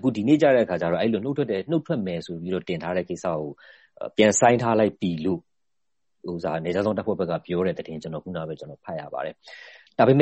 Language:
Burmese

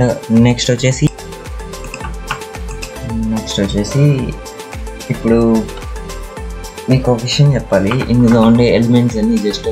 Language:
Telugu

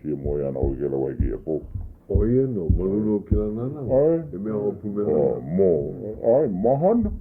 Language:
Hawaiian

